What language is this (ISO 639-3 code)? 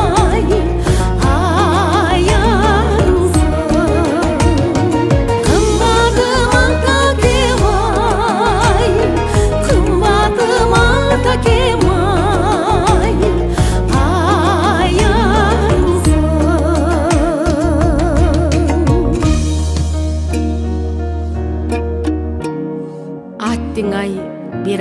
kir